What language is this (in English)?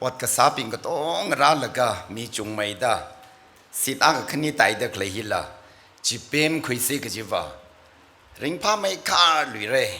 Tangkhul Naga (India)